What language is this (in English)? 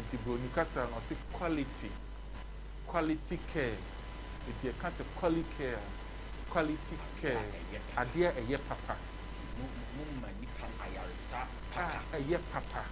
Akan